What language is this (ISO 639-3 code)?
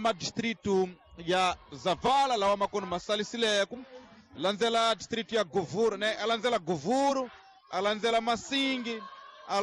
tso